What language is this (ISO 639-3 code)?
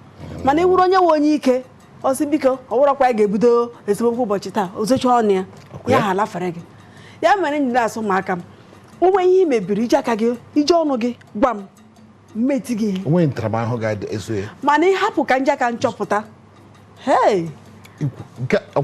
ibo